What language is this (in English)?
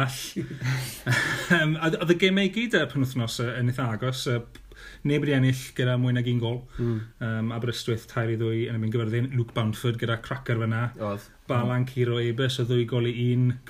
Welsh